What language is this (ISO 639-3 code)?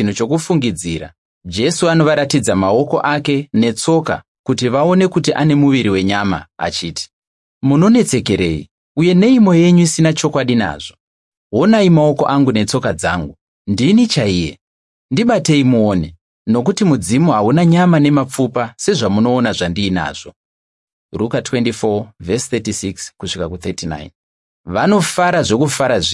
sna